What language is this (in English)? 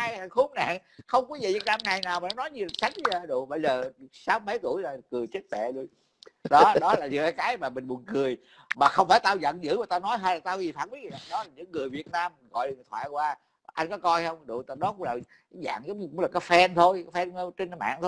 Vietnamese